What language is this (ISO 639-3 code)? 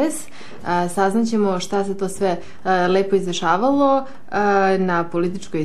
srp